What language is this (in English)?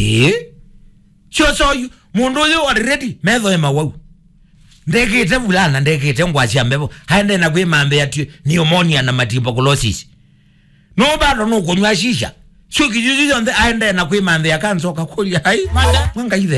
Kamba